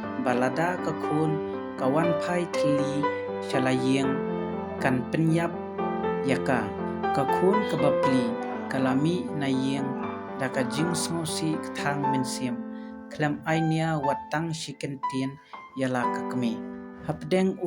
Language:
Khasi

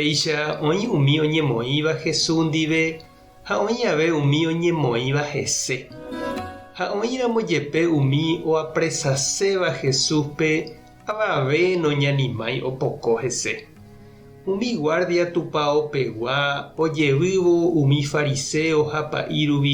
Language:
Guarani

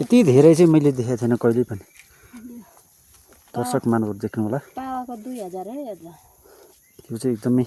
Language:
Nepali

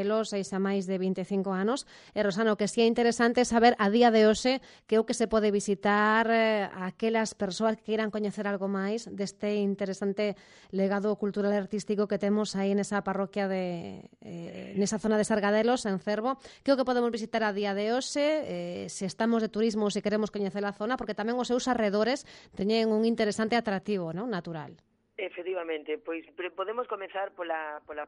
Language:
Galician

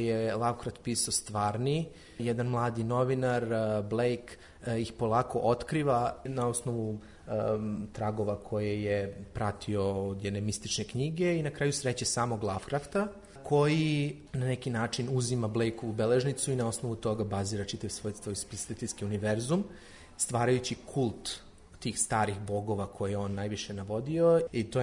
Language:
Serbian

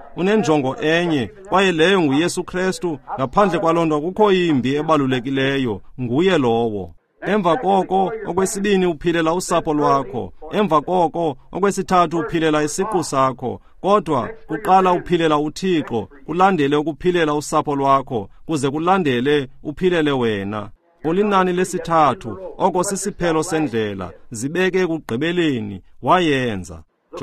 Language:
Xhosa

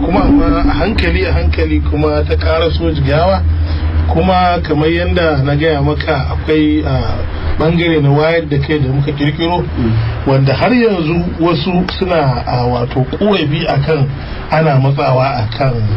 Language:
Hausa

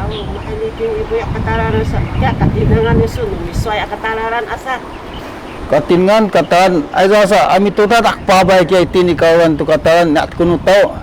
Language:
Sakizaya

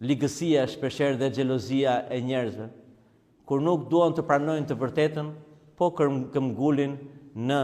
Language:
Albanian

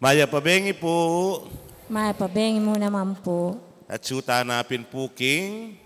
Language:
Pampanga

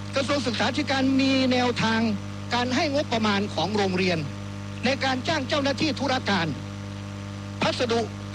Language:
Thai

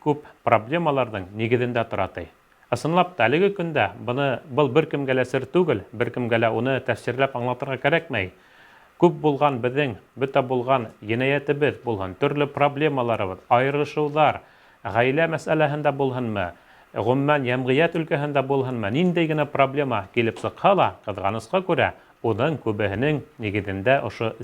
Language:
Bashkir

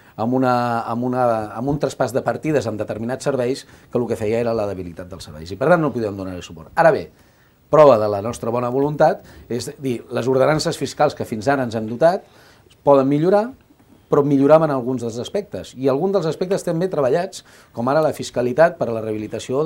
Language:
Catalan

